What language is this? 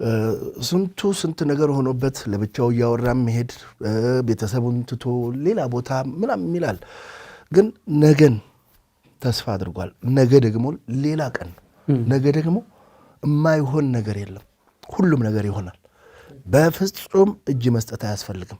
Amharic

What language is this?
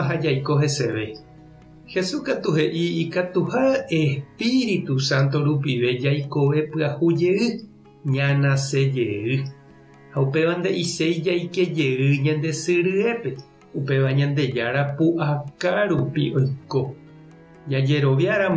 Guarani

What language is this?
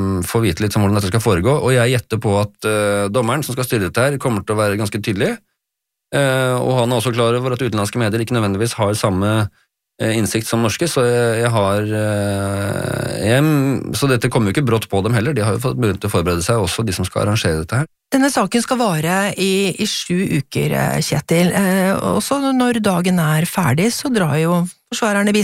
Norwegian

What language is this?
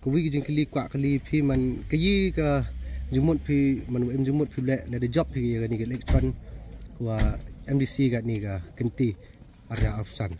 Khasi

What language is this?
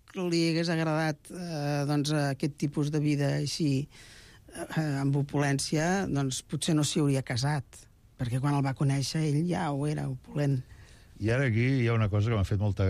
Catalan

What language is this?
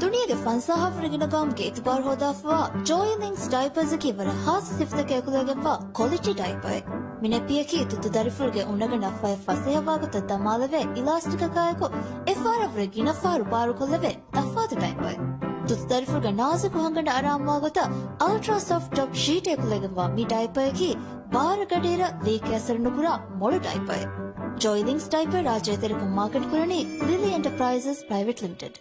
Divehi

